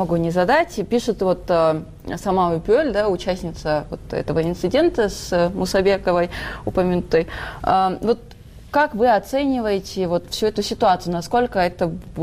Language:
Kyrgyz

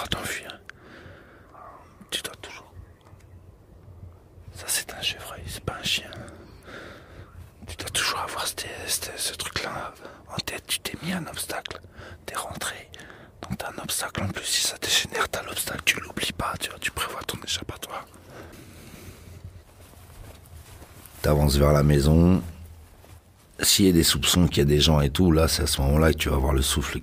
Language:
French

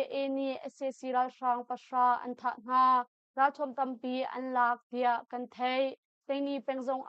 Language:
Hakha Chin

